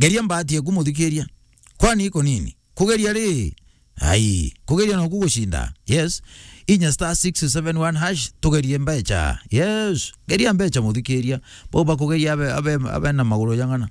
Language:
Meru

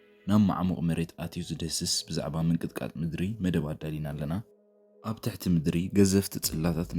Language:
Tigrinya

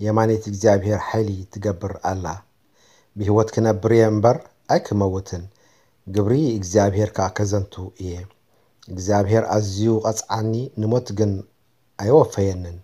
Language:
Tigrinya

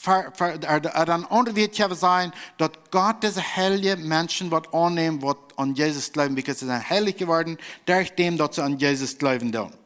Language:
Plautdietsch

